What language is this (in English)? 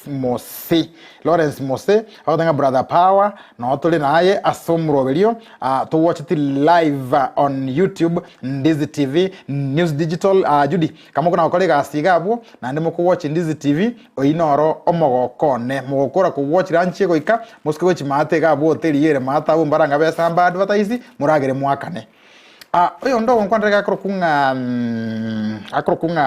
Gusii